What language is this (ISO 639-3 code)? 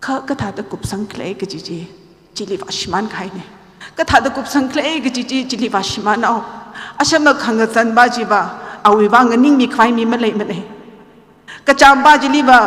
nmf